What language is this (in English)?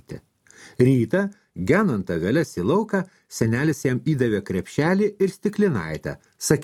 Lithuanian